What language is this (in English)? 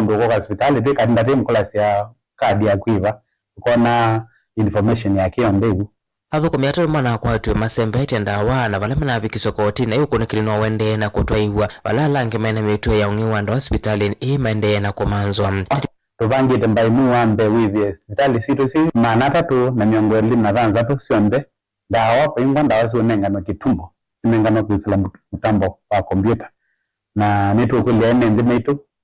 Kamba